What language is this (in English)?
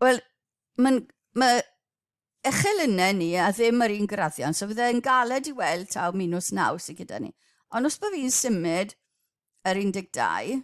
Welsh